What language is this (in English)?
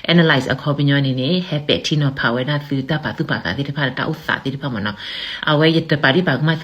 S'gaw Karen